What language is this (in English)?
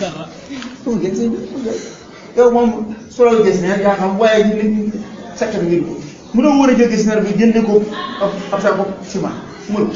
Wolof